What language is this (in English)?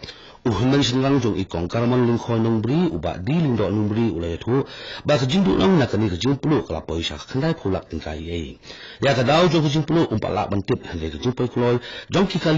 Khasi